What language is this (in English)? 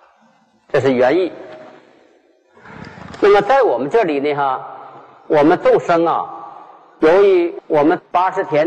Chinese